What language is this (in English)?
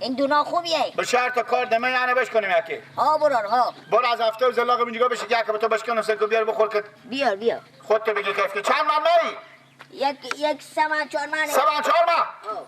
Persian